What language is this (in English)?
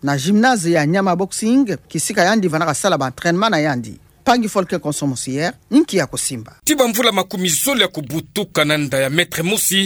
Kituba (Democratic Republic of Congo)